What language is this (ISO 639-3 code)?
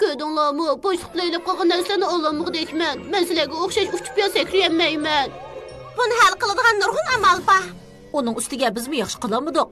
uig